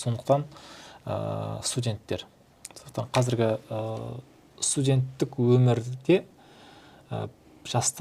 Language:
Kazakh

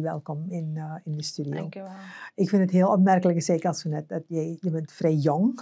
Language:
Dutch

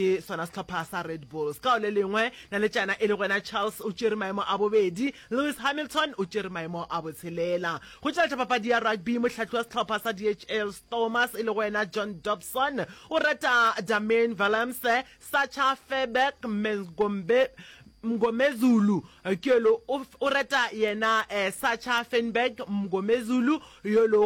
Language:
Northern Sotho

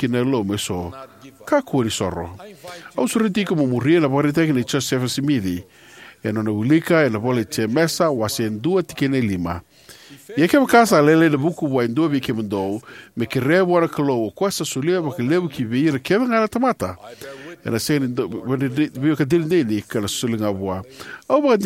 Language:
Fijian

